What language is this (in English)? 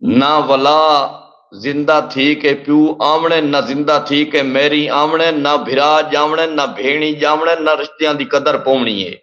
Saraiki